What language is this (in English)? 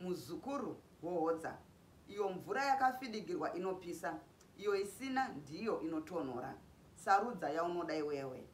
Shona